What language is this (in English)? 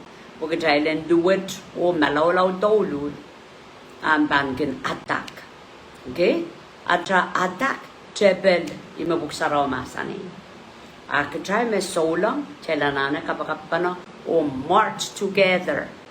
Pohnpeian